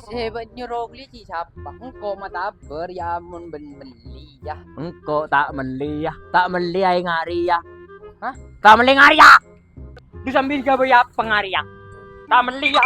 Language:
Madurese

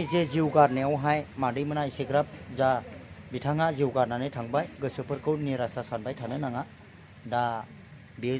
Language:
Bodo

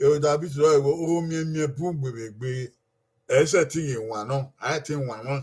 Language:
Bini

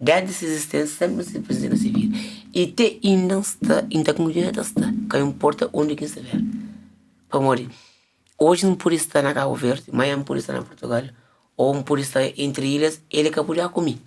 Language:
Kabuverdianu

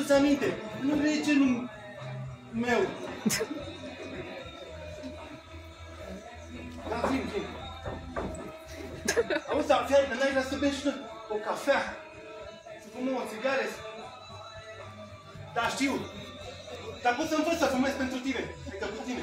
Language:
Romanian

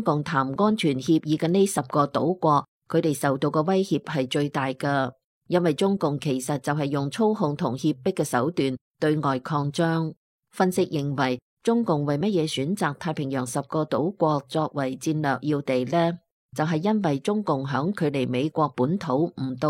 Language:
Cantonese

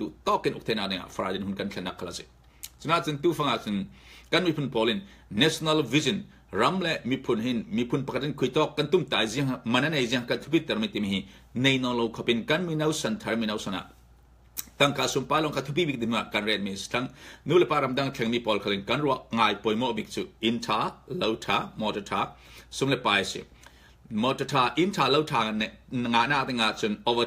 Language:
Falam Chin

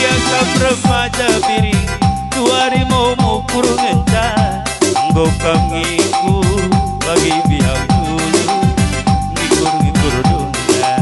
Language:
Batak Karo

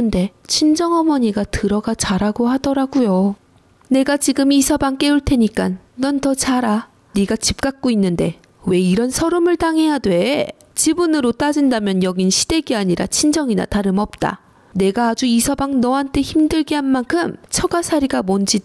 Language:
Korean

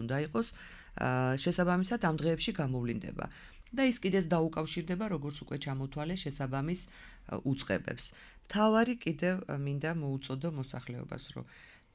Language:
Georgian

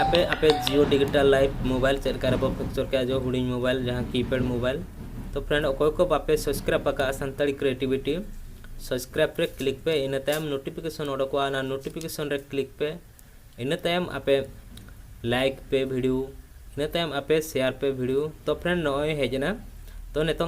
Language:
Santali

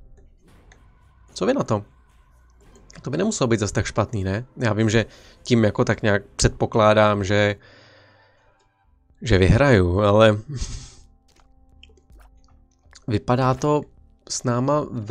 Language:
Czech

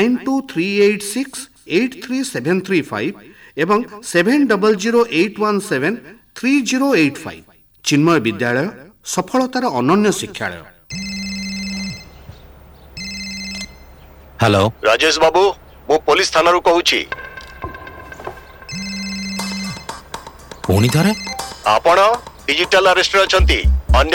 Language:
Odia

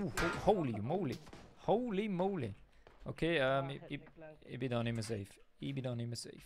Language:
Swiss German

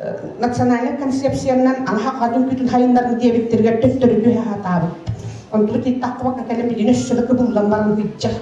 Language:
Yakut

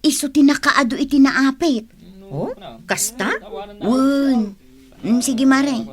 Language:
Iloko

